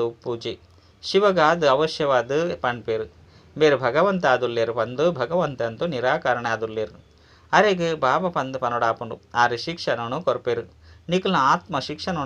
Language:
Tulu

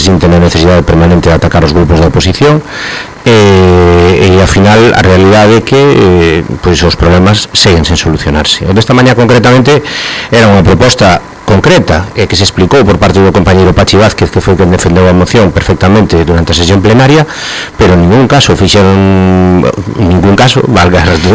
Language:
Galician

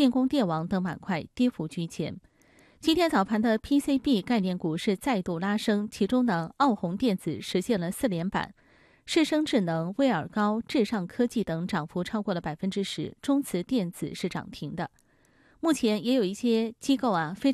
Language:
Chinese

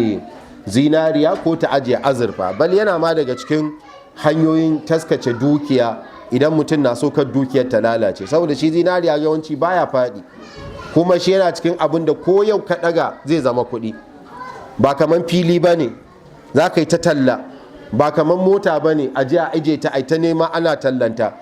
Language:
Hausa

